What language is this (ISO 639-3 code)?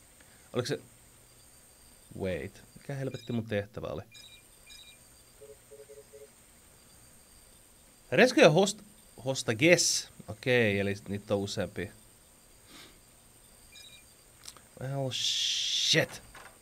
fin